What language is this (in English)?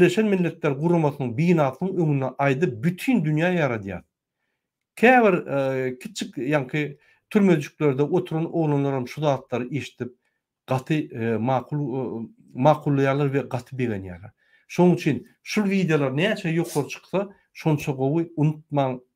Turkmen